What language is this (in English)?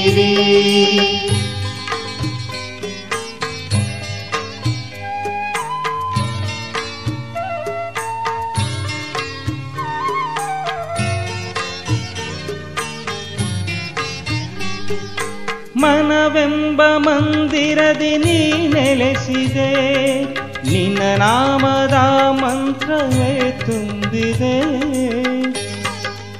Kannada